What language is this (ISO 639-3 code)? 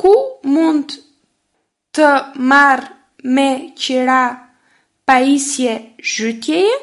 sqi